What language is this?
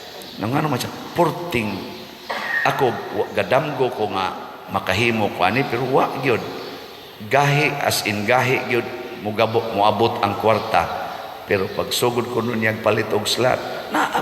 Cebuano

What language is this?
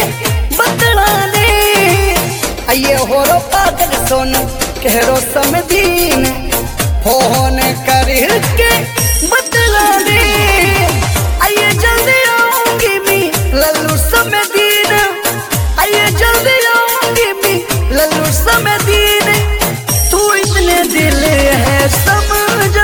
Bhojpuri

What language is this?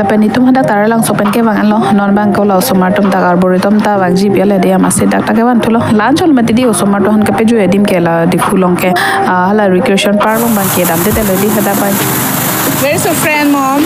Karbi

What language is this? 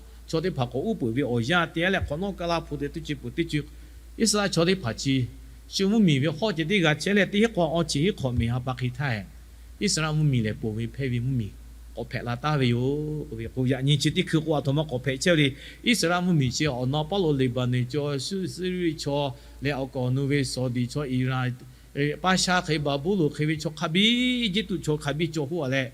Lahu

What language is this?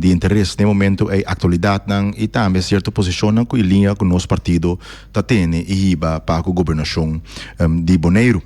Papiamento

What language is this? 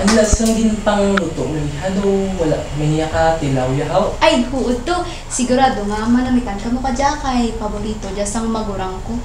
Hiligaynon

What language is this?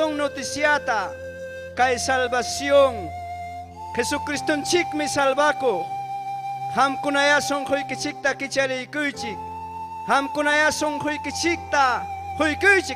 Ayacucho Quechua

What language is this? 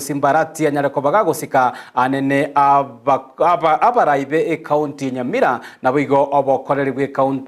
Gusii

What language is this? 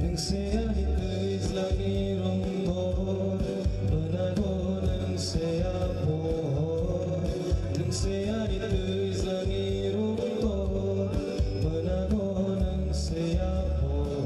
Kok Borok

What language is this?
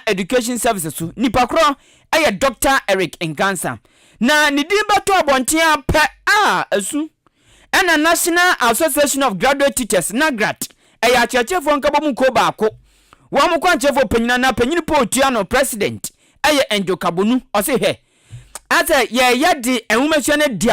Akan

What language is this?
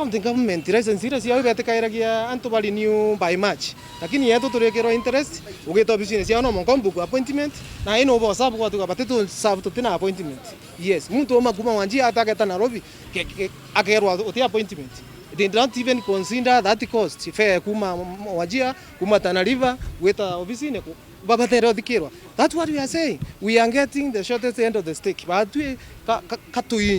Meru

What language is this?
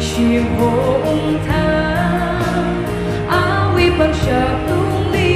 Tangkhul Naga (India)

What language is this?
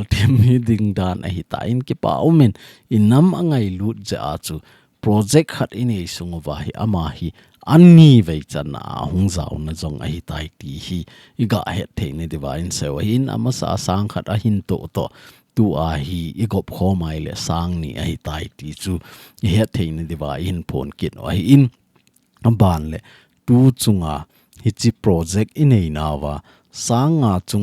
Thado Chin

